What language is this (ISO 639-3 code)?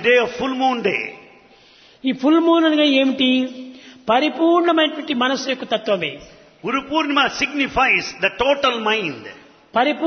tel